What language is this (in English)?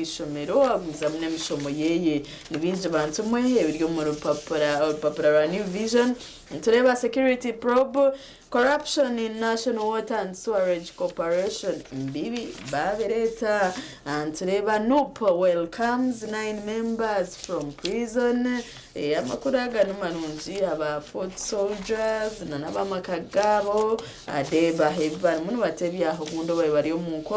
Nyankole